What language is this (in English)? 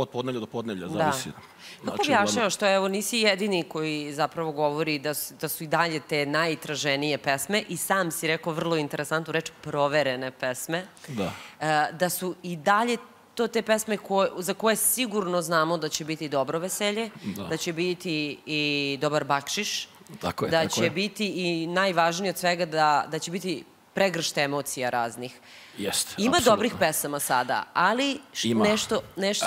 Serbian